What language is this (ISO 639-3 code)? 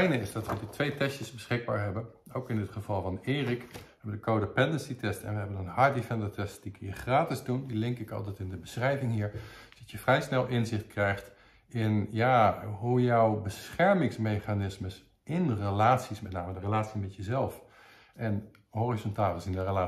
nld